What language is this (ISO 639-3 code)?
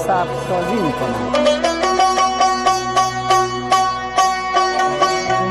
fas